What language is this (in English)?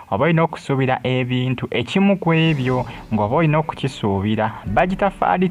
Ganda